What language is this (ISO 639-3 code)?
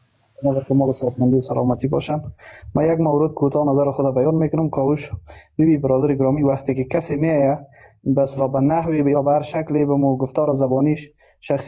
fas